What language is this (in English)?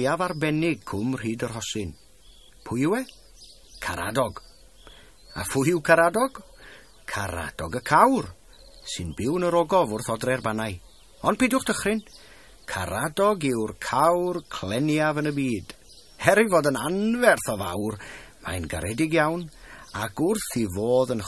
Welsh